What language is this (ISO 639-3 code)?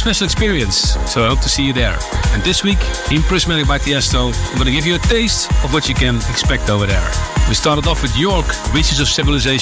eng